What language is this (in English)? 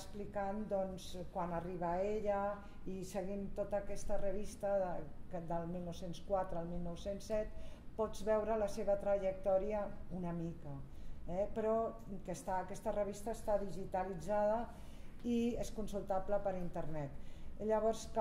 Catalan